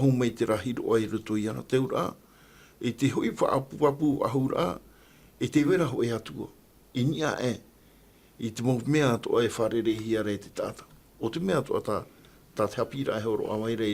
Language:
Tahitian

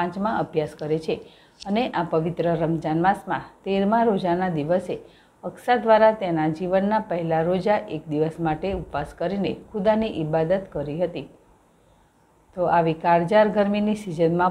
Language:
Gujarati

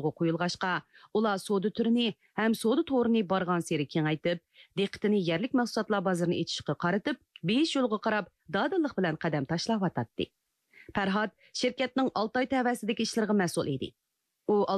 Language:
Uyghur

